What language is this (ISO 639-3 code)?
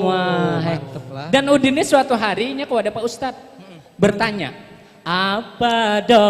bjn